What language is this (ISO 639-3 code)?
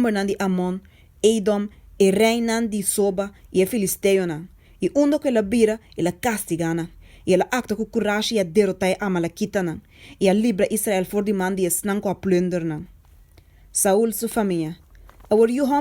pap